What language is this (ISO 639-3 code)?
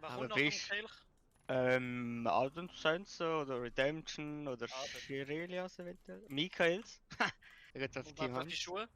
gsw